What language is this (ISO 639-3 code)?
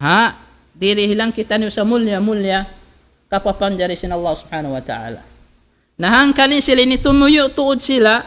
tsg